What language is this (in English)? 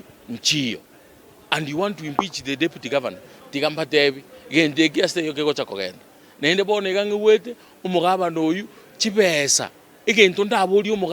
Gusii